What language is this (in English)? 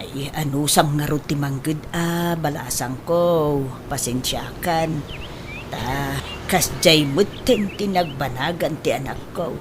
Iloko